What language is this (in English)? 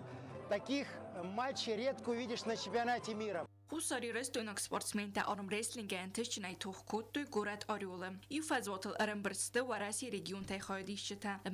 Ossetic